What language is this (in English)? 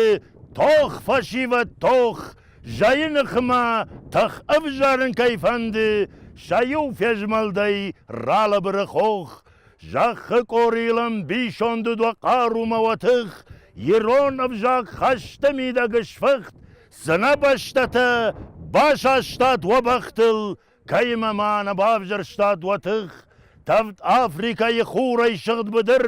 Ossetic